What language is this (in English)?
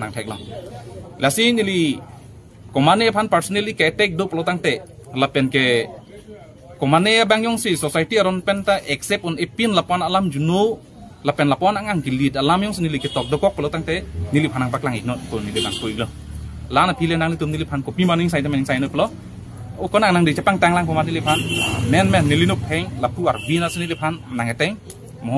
Karbi